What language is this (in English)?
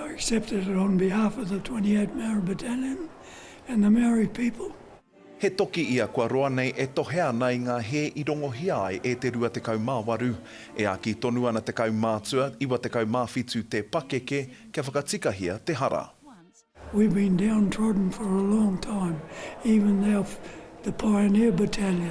Māori